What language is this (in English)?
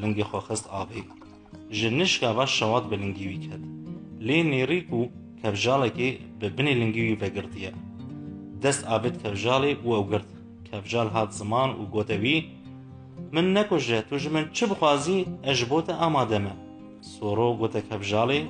Kurdish